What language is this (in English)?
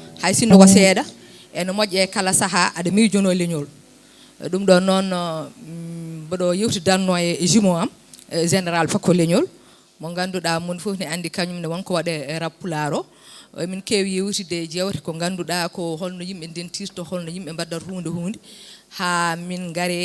Fula